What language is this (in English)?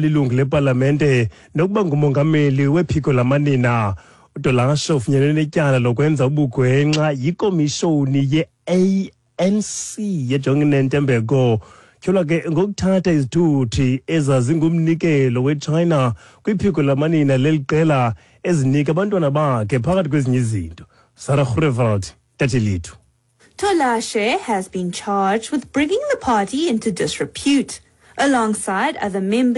Xhosa